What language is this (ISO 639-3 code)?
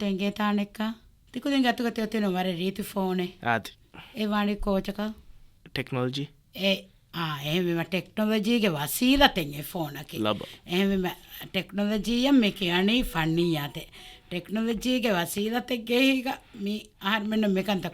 div